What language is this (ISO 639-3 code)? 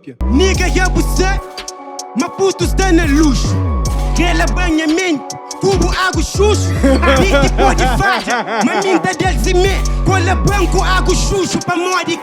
kea